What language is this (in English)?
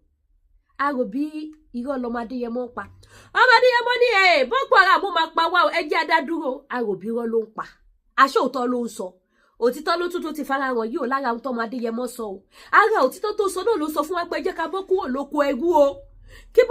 Yoruba